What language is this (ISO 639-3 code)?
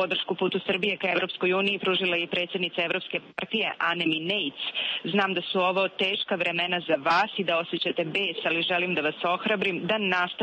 srp